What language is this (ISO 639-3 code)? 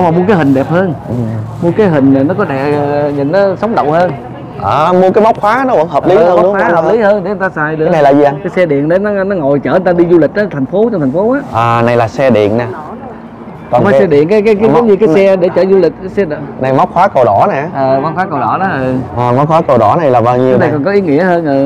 vie